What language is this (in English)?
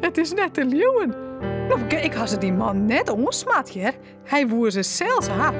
Western Frisian